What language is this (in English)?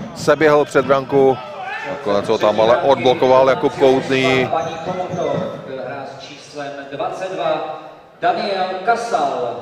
Czech